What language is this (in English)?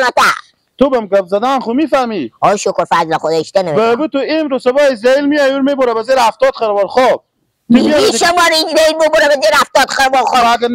Persian